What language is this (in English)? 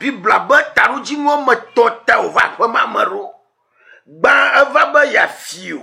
Ewe